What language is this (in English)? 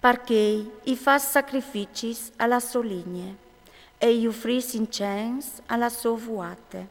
Friulian